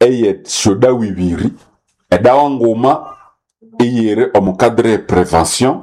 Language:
Nande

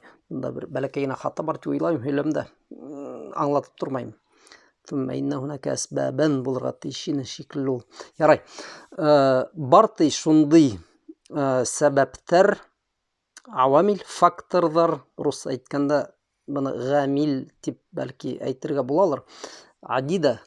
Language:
Bashkir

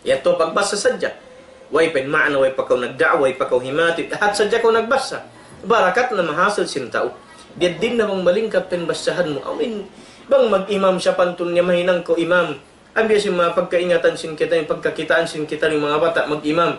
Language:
Tausug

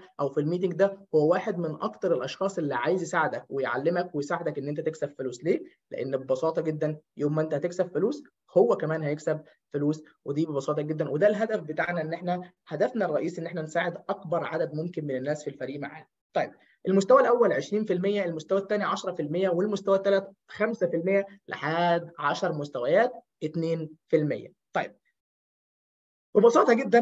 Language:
Egyptian Arabic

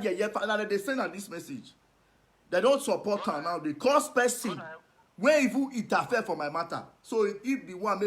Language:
Nigerian Pidgin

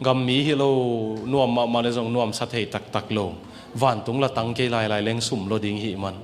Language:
Tedim Chin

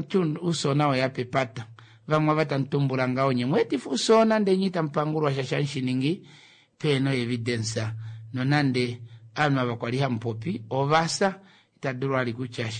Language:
Kuanyama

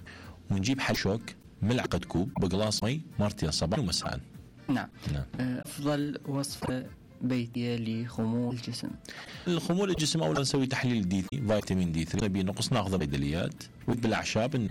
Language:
Mesopotamian Arabic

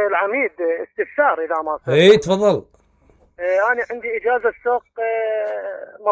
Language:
Mesopotamian Arabic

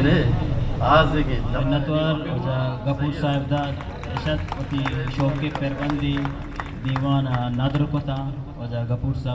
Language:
Eastern Balochi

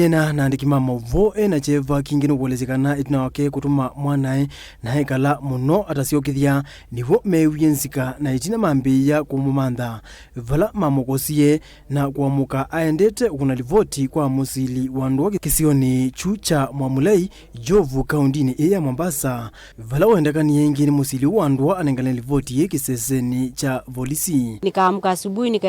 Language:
Kamba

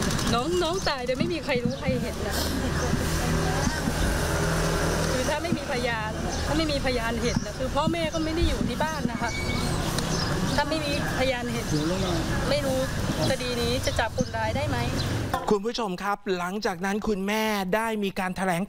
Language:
Thai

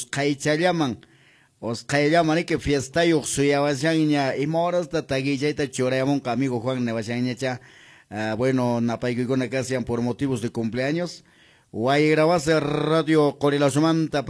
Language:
Quechua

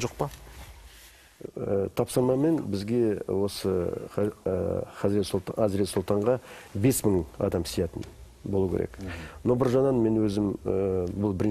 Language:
Kazakh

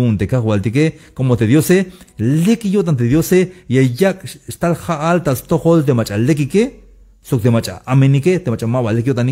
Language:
Tzeltal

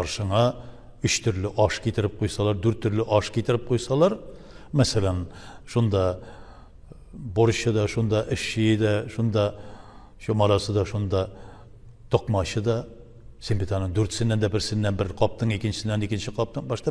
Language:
Tatar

